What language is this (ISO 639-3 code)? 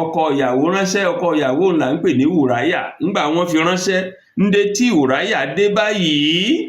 yor